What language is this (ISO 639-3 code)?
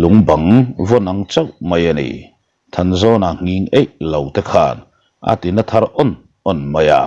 lus